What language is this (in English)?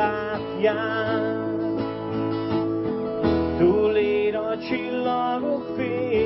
Hungarian